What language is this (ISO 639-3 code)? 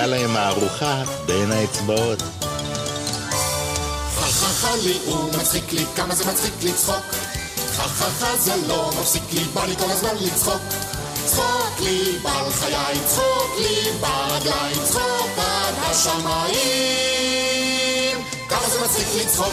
heb